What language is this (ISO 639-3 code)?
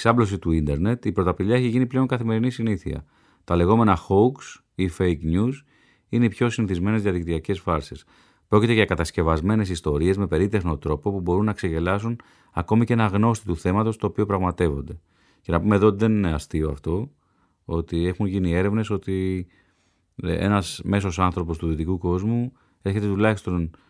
ell